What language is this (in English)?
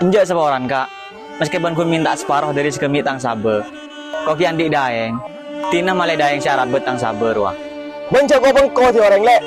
Madurese